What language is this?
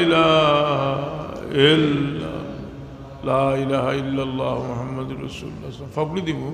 Sylheti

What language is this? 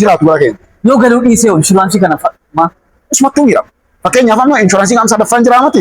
Oromo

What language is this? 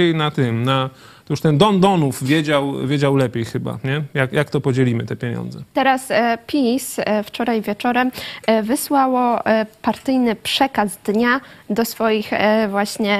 Polish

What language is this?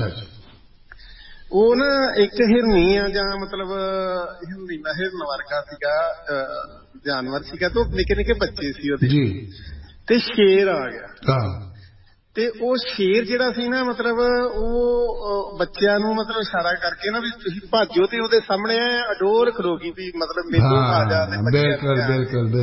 Punjabi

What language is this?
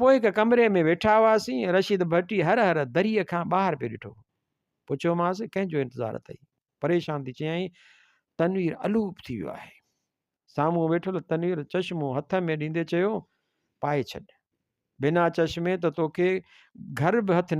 Sindhi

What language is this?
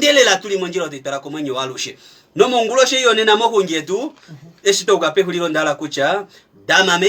Kuanyama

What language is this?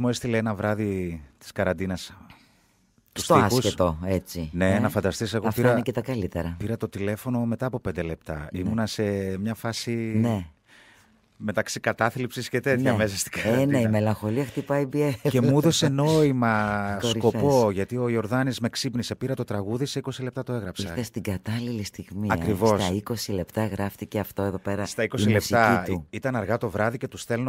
Greek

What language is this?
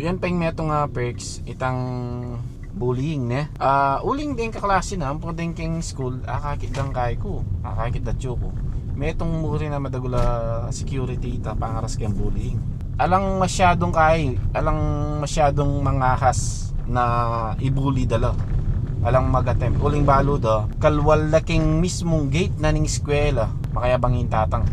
Pampanga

